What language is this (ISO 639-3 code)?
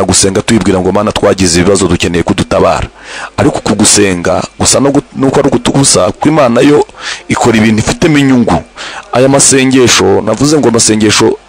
kin